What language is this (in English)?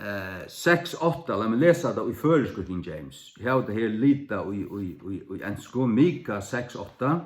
Faroese